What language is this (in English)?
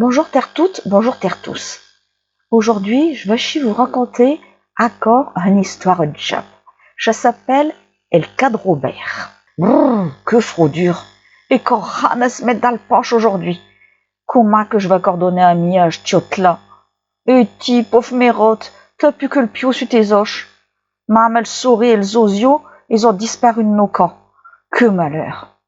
Picard